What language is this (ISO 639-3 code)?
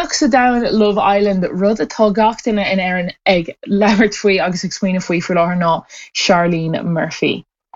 gle